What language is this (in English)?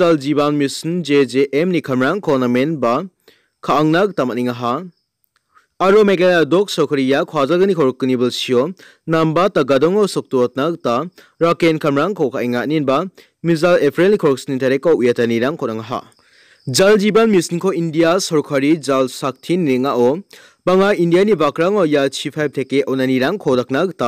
Garo